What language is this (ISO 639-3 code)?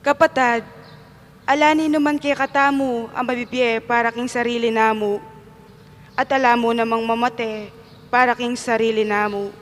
pam